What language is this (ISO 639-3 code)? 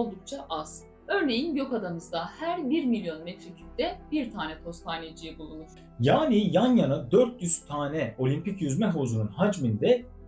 tur